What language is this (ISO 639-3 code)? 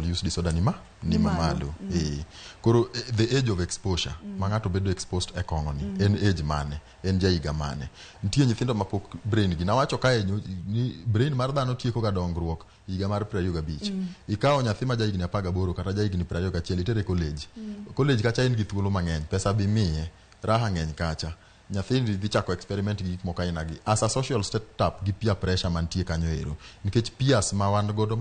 luo